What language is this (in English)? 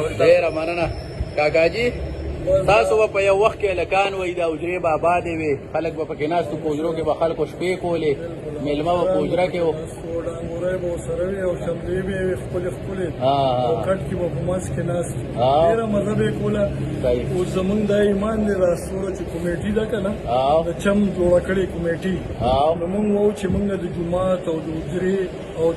Pashto